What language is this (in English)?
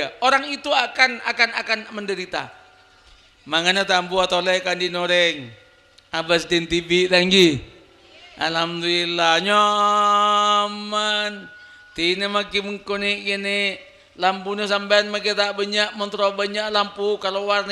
Madurese